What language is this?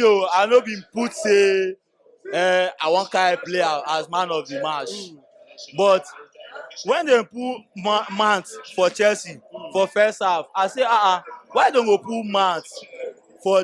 Nigerian Pidgin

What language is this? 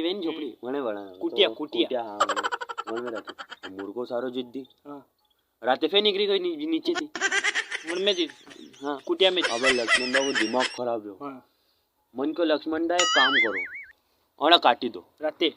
Rajasthani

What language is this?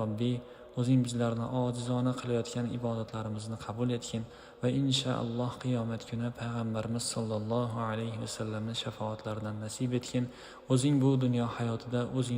Uzbek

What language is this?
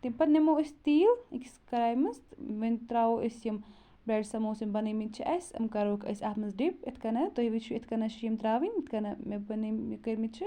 Kashmiri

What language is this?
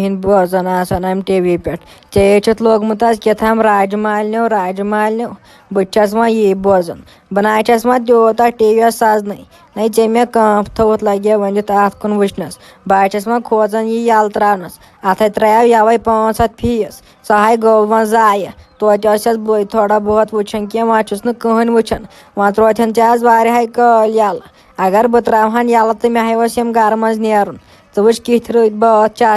Kashmiri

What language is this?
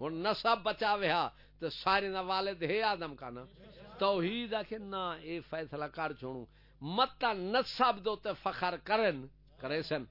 Saraiki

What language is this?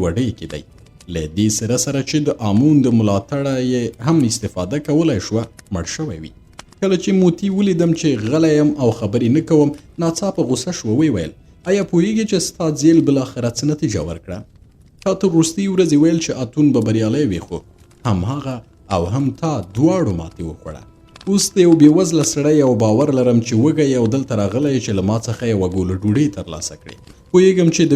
Pashto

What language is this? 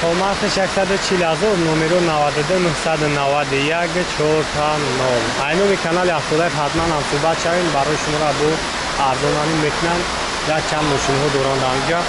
Tajik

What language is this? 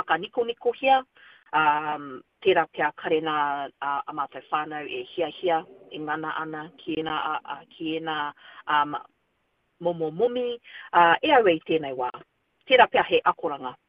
Māori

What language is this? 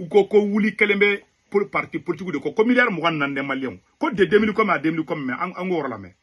Bambara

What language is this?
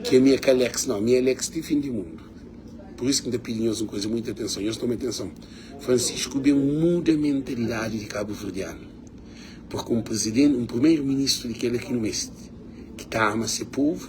Kabuverdianu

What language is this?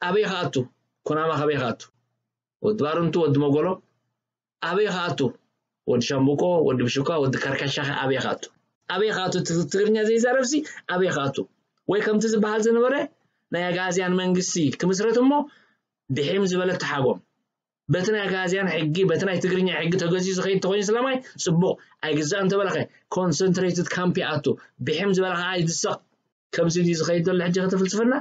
Tigrinya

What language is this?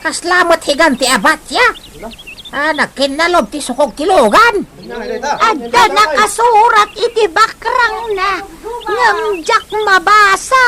Iloko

